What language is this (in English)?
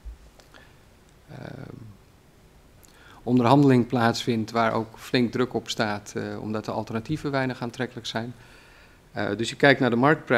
Dutch